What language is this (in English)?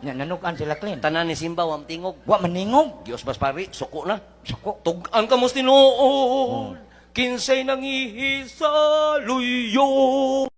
Cebuano